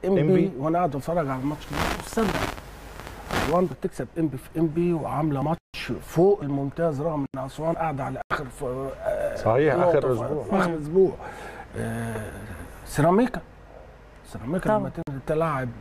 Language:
Egyptian Arabic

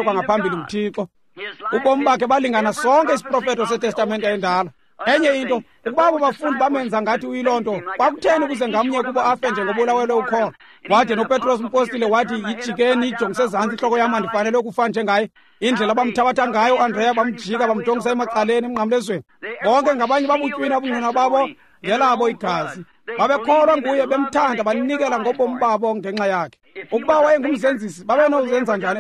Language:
Xhosa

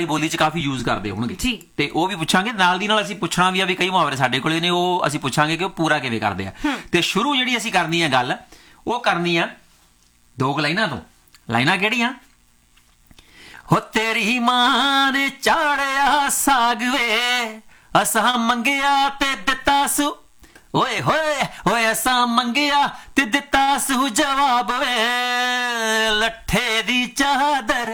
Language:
Punjabi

